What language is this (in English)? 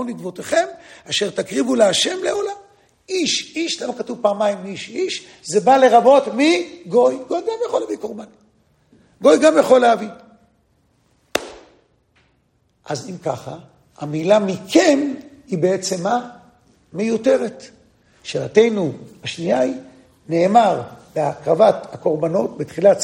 Hebrew